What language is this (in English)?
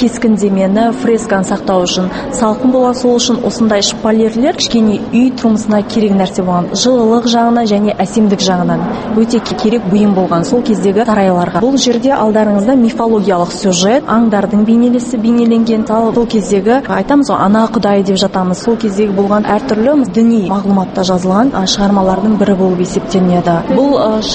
Kazakh